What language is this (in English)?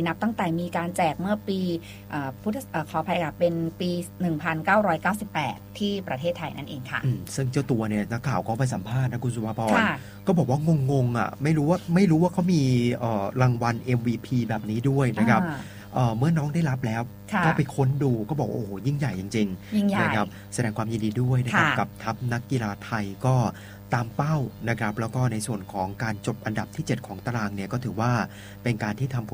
Thai